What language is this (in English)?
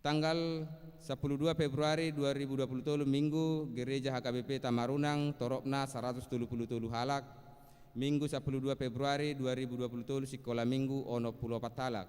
Batak Toba